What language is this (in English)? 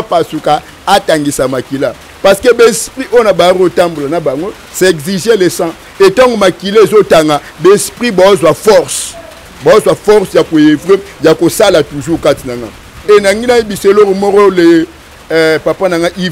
Lingala